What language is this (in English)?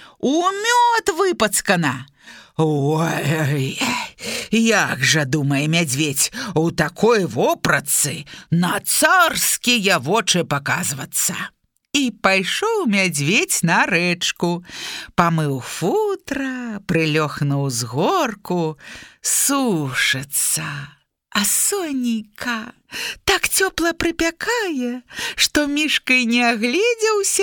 Belarusian